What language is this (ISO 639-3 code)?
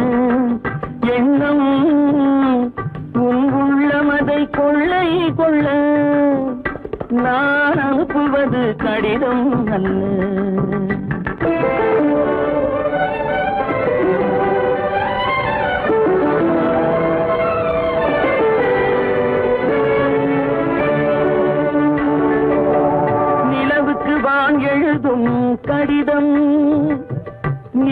tam